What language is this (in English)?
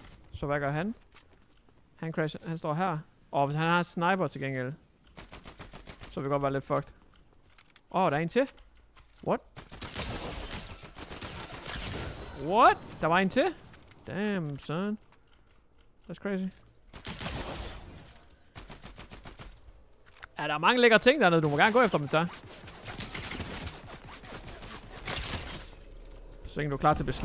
Danish